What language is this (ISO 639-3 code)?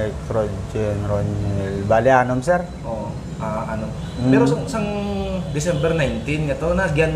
hil